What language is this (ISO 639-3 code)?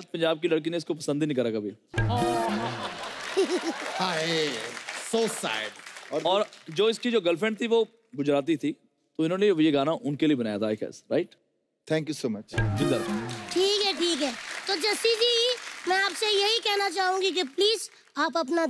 hin